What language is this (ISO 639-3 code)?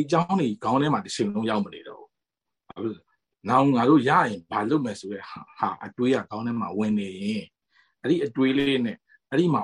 mya